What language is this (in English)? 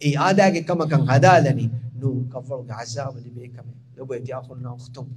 Divehi